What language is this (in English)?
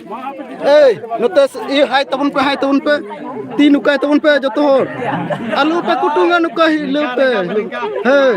Santali